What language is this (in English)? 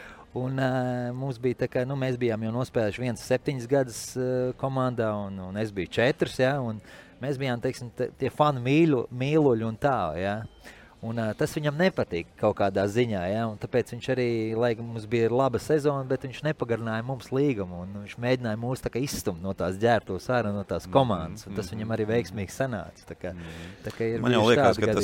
Latvian